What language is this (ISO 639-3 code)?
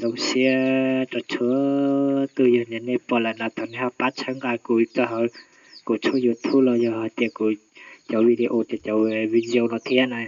hmn